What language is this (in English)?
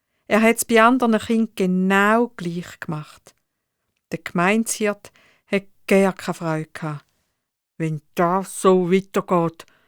Swiss German